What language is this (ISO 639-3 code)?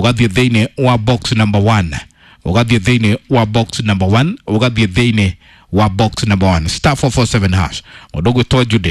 kik